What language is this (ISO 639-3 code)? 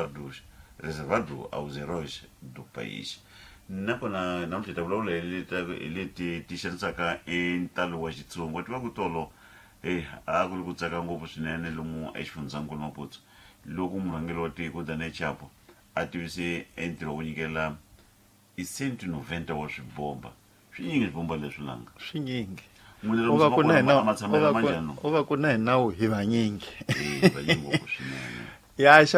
tso